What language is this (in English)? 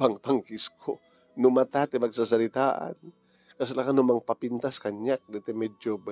Iloko